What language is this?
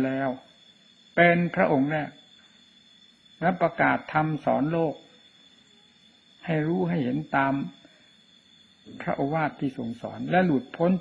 Thai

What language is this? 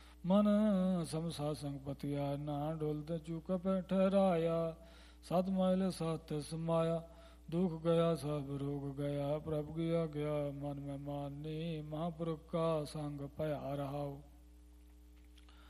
Punjabi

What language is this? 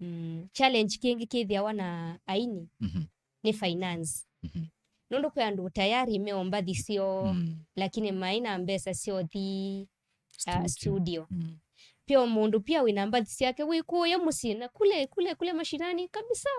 Kamba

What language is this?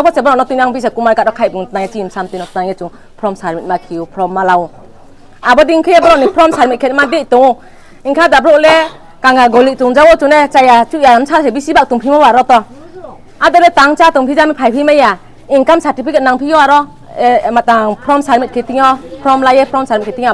Riang (India)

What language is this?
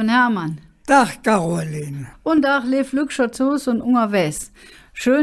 Colognian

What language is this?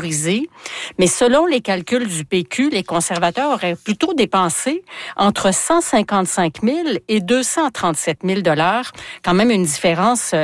French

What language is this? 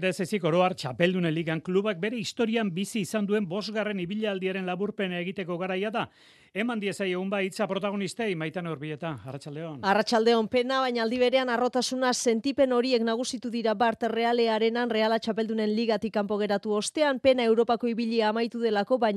Basque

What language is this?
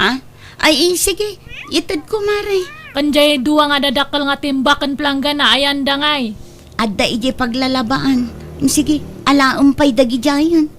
Iloko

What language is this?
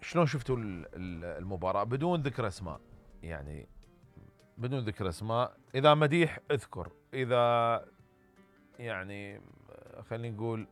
Mesopotamian Arabic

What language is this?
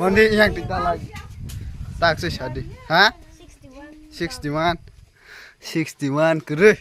Kok Borok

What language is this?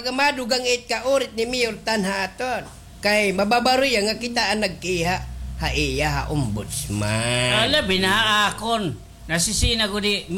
Waray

